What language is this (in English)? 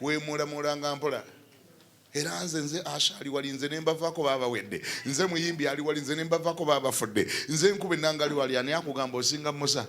Ganda